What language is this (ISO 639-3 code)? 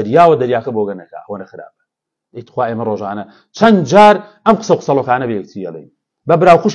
ckb